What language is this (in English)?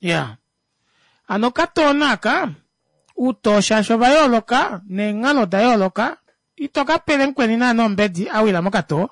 Kuanyama